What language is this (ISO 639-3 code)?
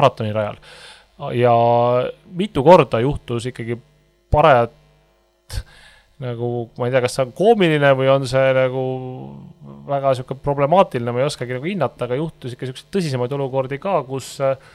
est